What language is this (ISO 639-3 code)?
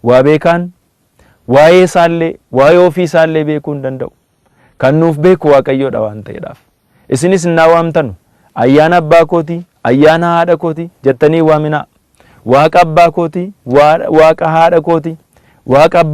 orm